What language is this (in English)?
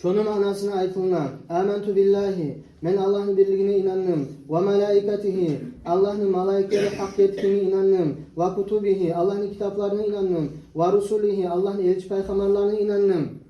Kumyk